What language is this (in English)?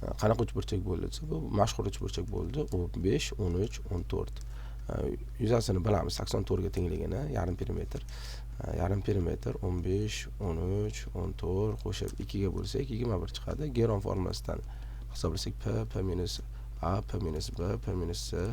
Uzbek